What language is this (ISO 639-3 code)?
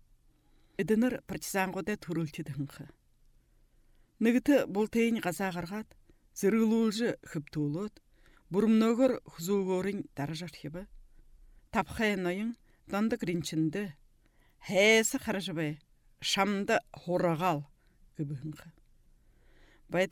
bua